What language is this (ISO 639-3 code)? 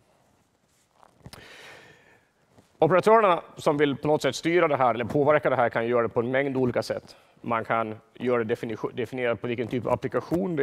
swe